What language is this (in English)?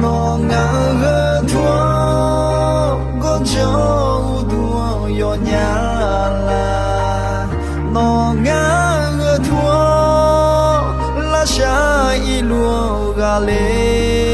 Akha